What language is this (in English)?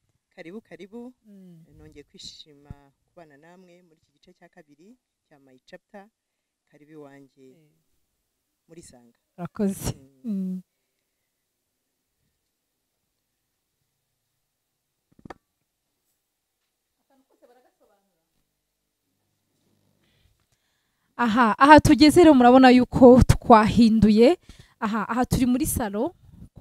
Kinyarwanda